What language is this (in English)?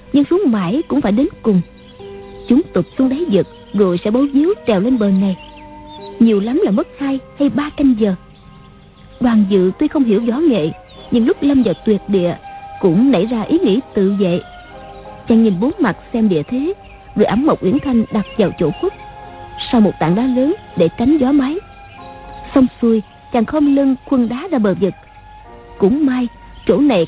Vietnamese